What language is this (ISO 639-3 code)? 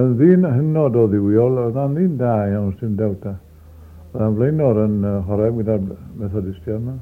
cym